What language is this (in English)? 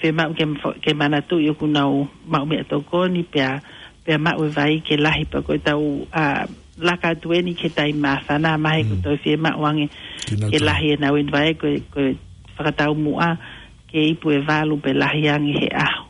Tongan